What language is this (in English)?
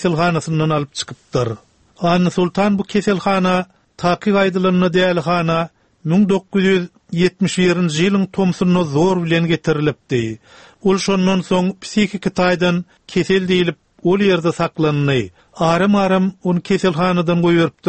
Turkmen